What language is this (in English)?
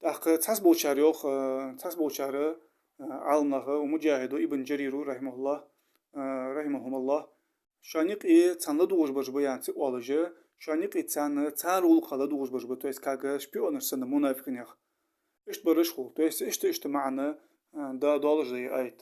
Ingush